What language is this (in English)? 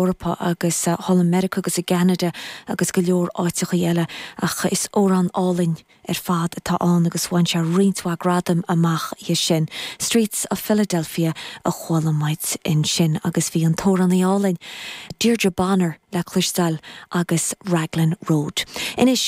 Irish